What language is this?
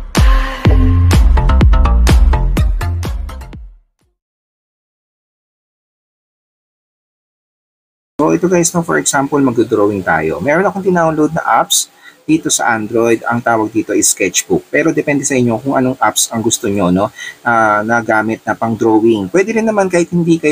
Filipino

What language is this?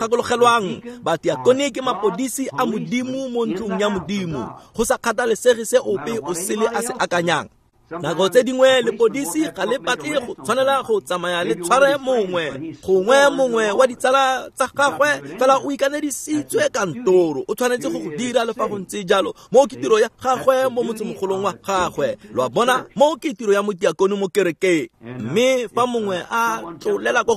Tswana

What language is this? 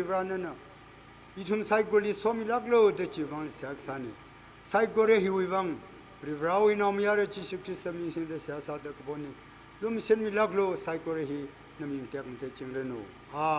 Tangkhul Naga (India)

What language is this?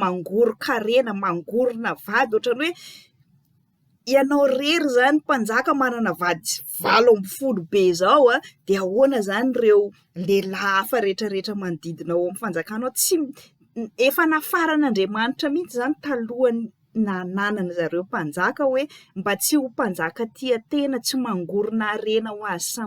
Malagasy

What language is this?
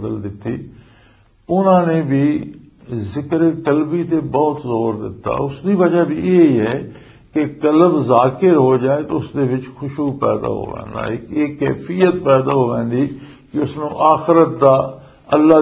Western Panjabi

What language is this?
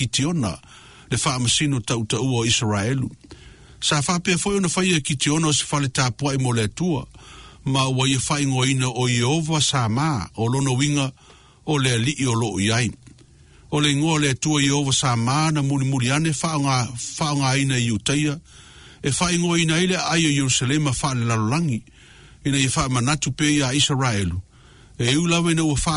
Samoan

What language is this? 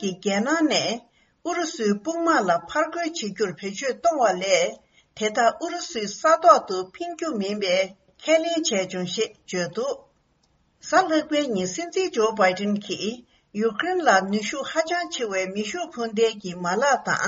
Tibetan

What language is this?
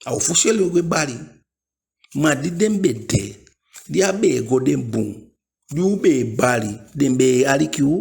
Eastern Maroon Creole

